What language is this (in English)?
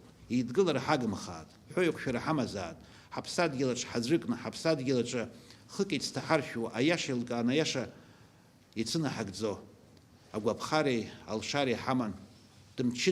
Abkhazian